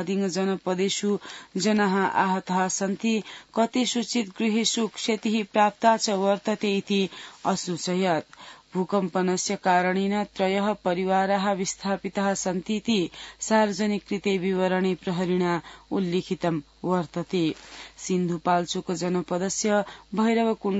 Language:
Sanskrit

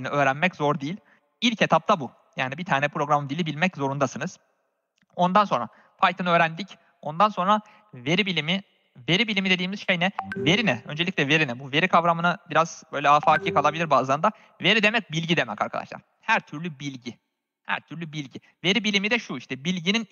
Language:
Turkish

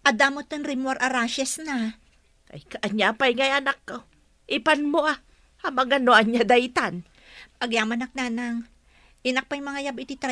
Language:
Iloko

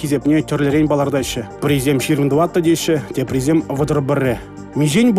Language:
Chuvash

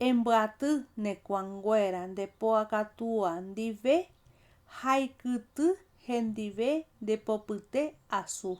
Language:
Guarani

